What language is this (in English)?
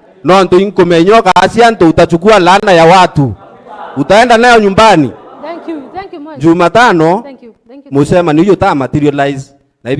Meru